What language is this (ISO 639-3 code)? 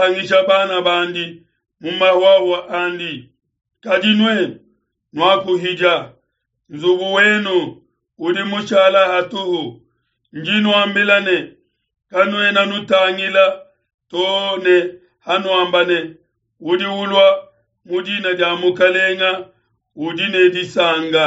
lua